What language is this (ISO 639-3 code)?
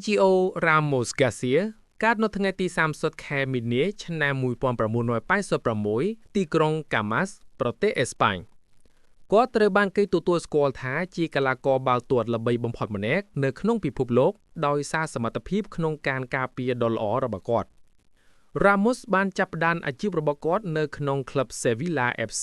khm